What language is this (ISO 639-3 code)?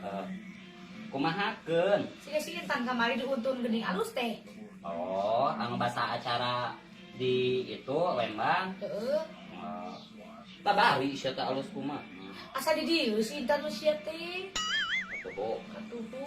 sun